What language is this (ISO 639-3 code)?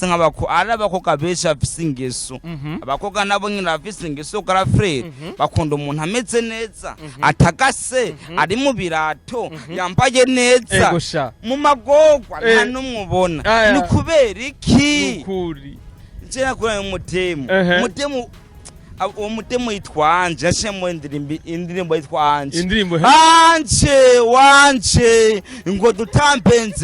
run